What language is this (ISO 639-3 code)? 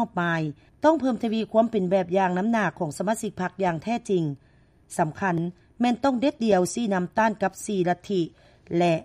lao